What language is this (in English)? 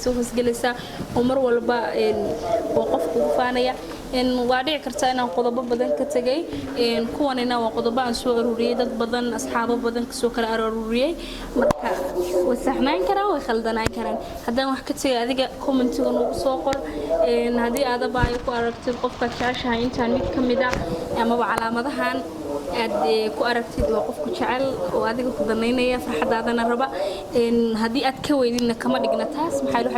Somali